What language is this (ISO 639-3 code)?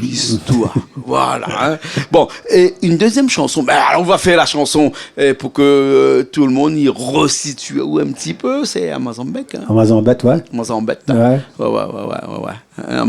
rcf